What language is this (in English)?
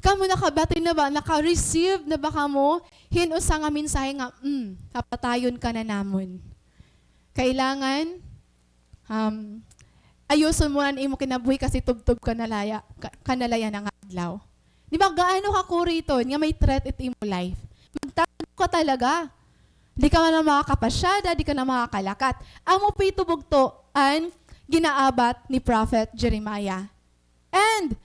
Waray